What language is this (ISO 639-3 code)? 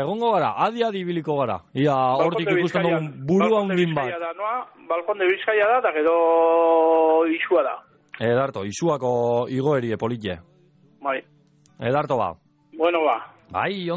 eus